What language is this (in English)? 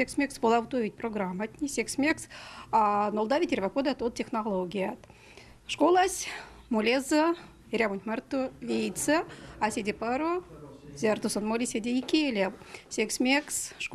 Erzya